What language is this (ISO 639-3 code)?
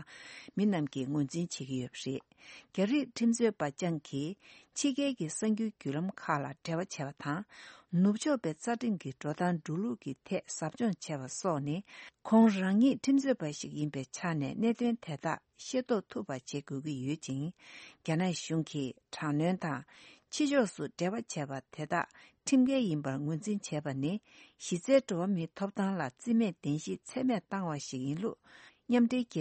bod